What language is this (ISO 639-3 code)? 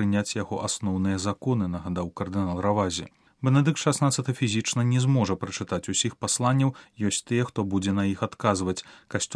bel